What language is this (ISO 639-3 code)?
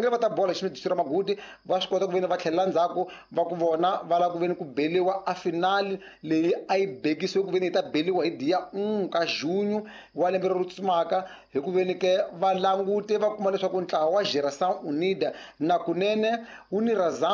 tso